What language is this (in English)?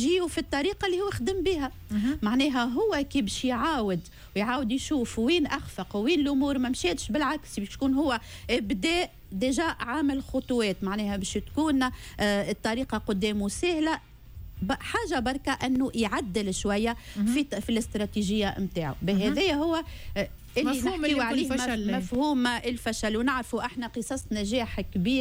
Tunisian Arabic